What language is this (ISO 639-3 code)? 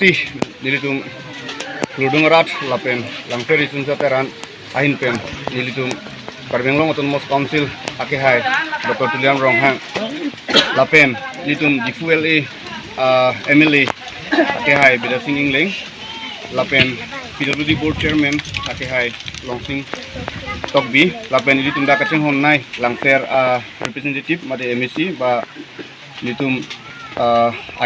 mjw